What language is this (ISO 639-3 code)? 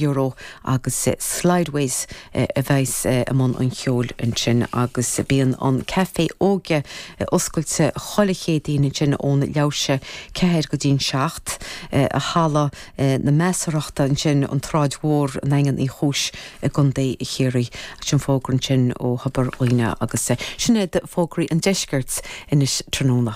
gle